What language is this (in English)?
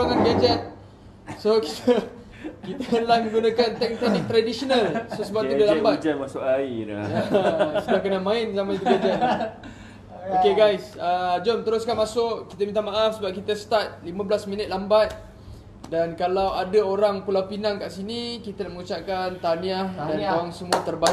Malay